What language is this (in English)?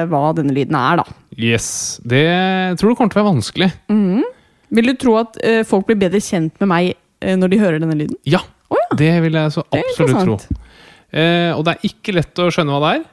Norwegian